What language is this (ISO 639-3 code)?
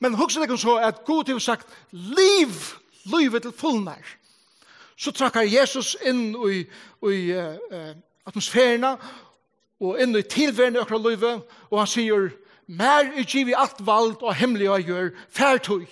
fao